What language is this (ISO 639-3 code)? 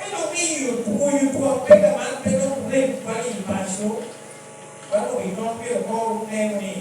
laj